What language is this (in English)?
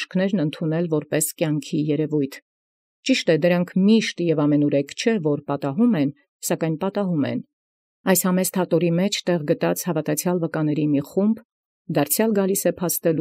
Armenian